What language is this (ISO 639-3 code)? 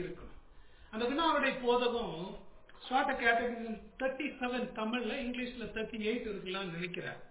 tam